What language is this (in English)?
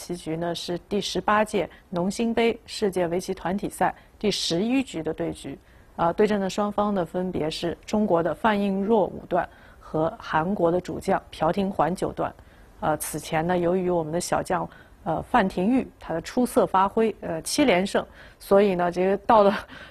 Chinese